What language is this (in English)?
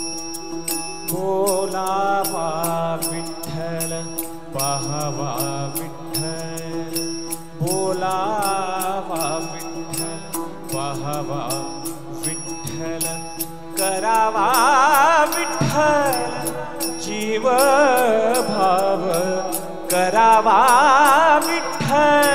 Marathi